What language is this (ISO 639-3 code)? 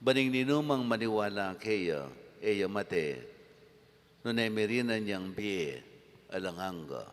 pam